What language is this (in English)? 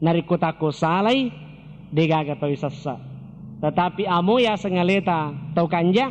Buginese